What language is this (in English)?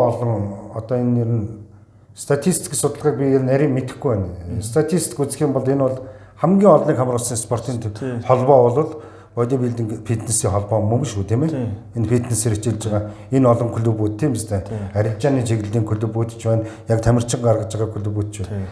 Mongolian